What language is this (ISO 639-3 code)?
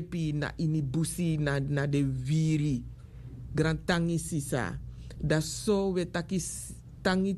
srn